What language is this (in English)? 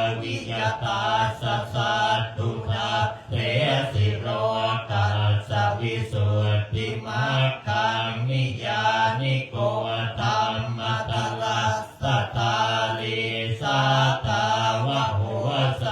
Pali